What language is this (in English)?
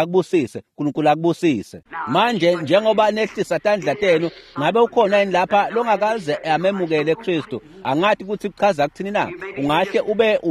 Swati